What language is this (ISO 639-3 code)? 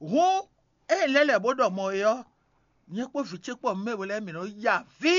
fon